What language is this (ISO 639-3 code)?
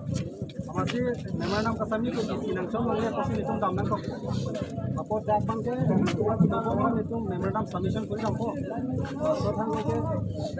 mjw